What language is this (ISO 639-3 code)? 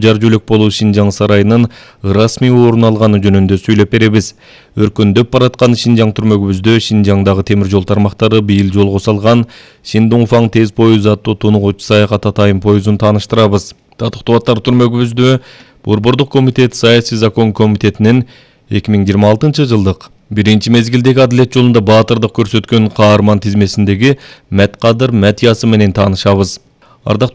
kir